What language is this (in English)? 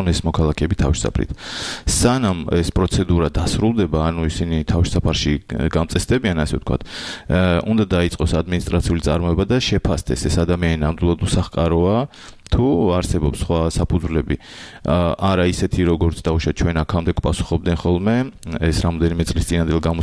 Georgian